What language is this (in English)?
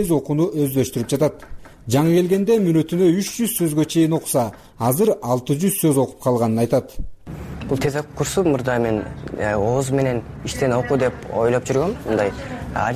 Kyrgyz